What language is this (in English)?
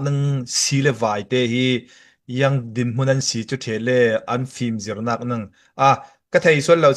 Falam Chin